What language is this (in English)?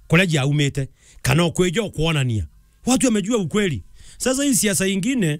Meru